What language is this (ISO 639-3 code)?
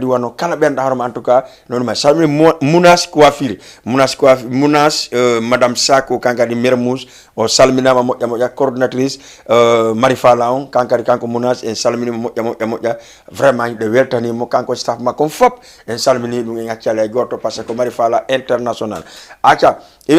ful